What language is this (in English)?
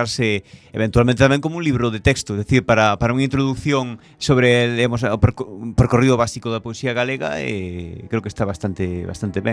Galician